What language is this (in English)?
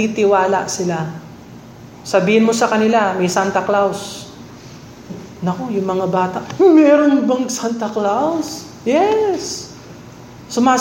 Filipino